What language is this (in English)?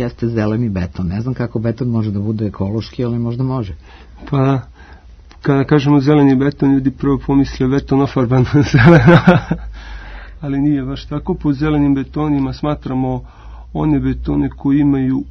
Serbian